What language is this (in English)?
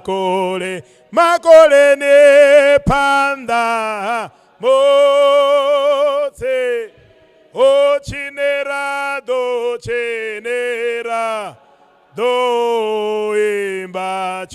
Venda